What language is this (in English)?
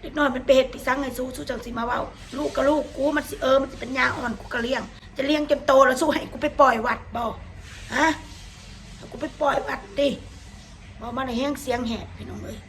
Northeastern Thai